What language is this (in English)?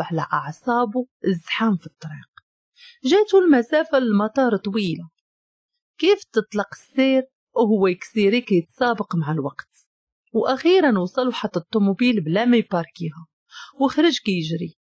Moroccan Arabic